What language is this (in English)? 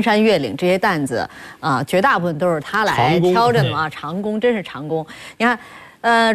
Chinese